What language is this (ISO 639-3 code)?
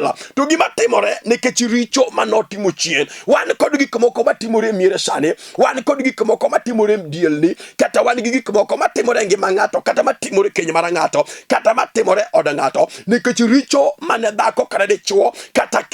luo